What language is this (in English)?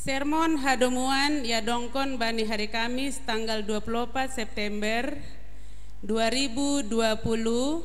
Batak Simalungun